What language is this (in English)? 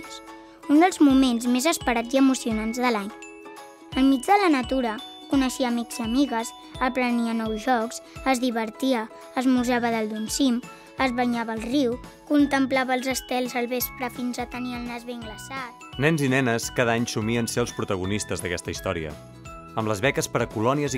Catalan